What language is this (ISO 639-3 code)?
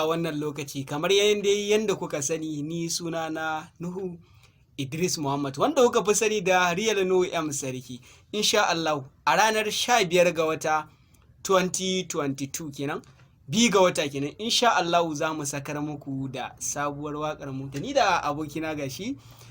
hau